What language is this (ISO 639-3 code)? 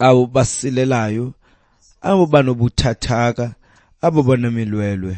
xho